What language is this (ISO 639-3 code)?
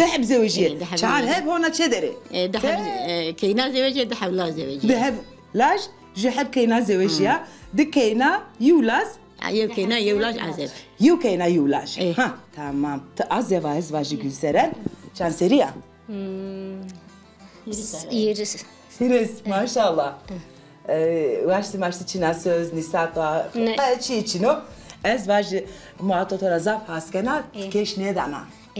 zza